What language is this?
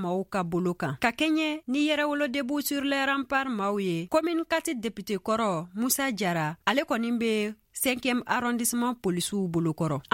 Bambara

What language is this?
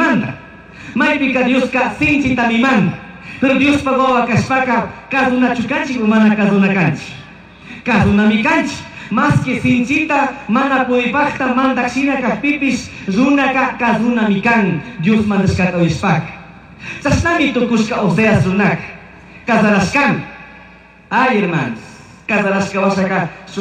Chimborazo Highland Quichua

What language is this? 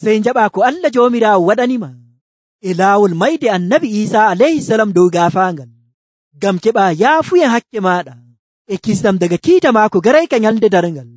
Nigerian Fulfulde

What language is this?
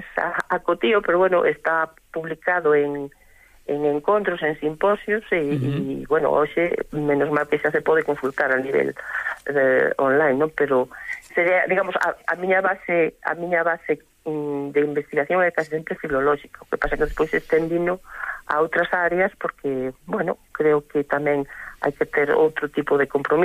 Galician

